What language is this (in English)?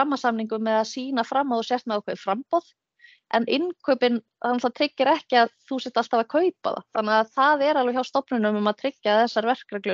Icelandic